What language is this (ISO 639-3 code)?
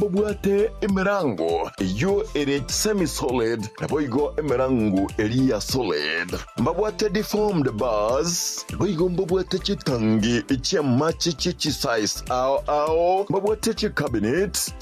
guz